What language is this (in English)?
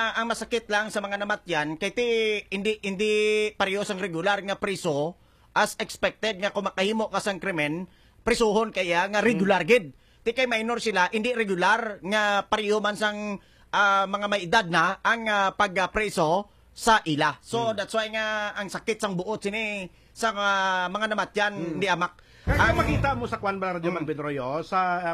Hiligaynon